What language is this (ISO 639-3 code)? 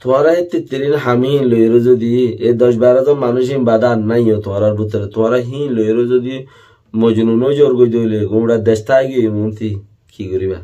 rhg